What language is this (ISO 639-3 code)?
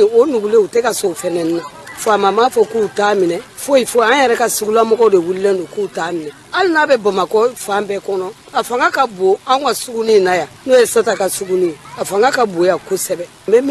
bam